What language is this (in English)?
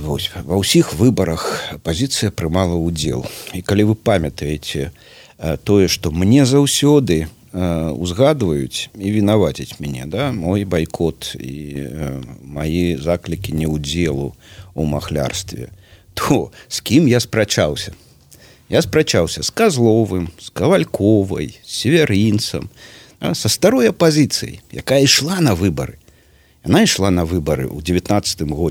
Belarusian